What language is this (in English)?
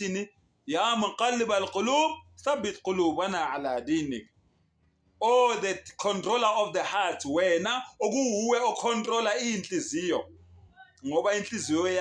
Zulu